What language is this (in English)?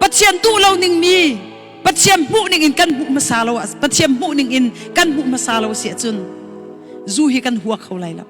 Hakha Chin